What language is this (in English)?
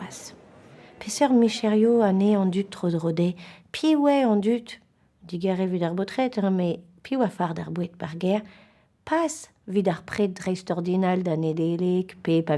Breton